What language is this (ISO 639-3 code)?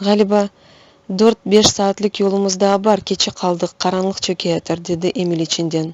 crh